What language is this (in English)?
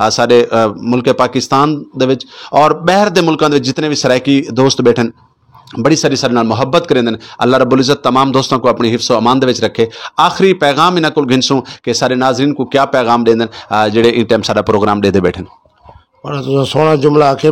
Saraiki